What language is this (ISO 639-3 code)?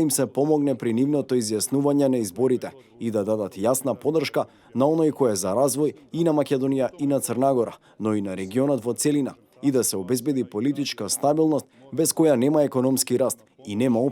mkd